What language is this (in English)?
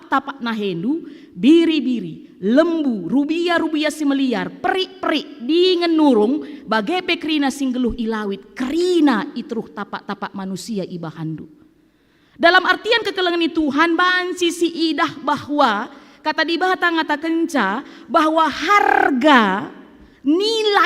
Batak Karo